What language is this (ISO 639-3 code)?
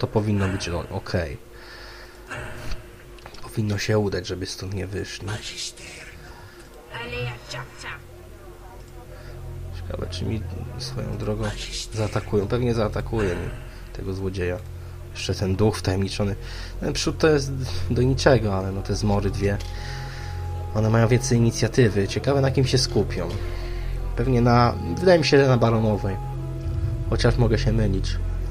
pol